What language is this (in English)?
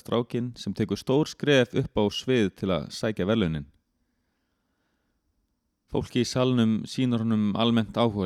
Icelandic